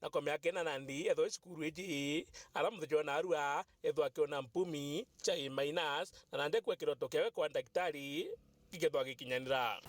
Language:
Meru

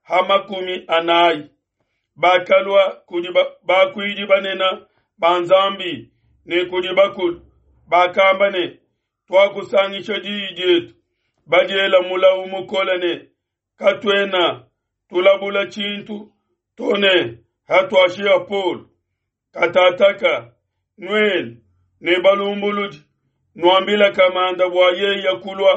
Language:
Luba-Lulua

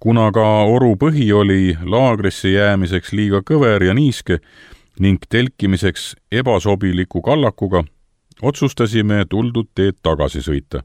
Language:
Estonian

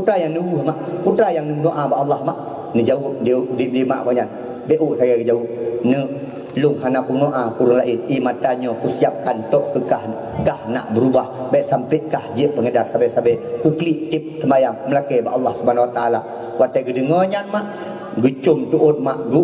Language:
Achinese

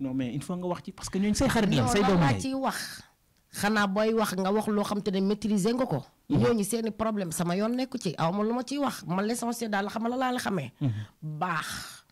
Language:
Wolof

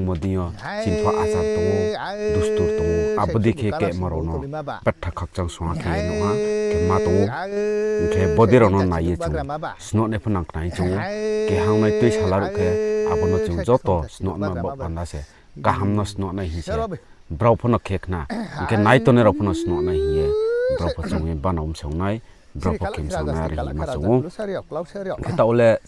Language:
Riang (India)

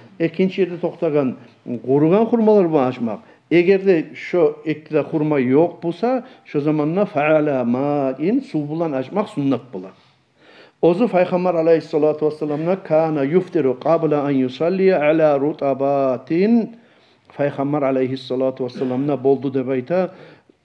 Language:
Kumyk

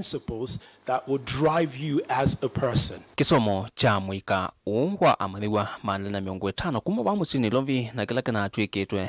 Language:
Kamba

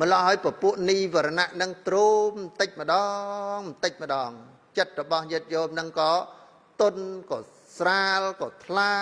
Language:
Khmer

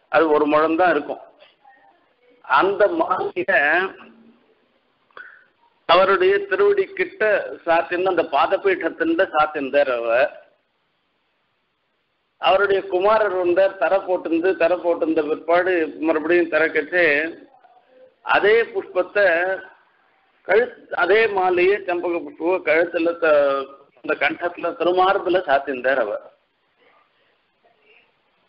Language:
Tamil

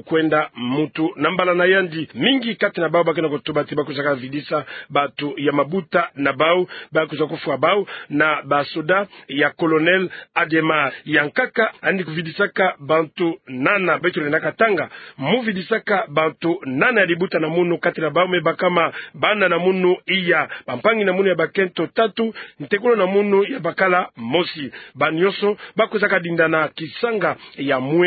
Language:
Kituba (Democratic Republic of Congo)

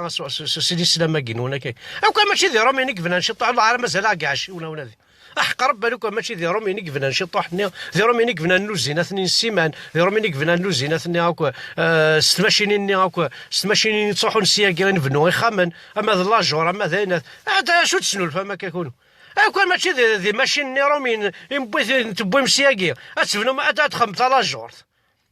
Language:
Kabyle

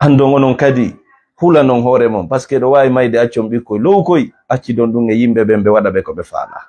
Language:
Fula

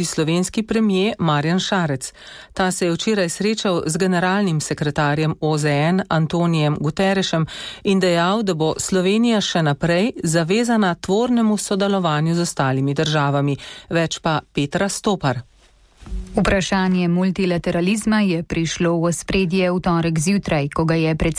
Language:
Slovenian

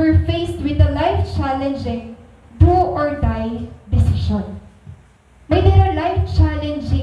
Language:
Waray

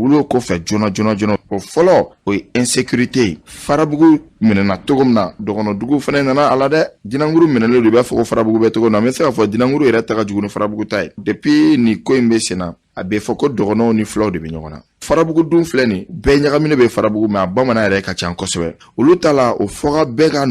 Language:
Bambara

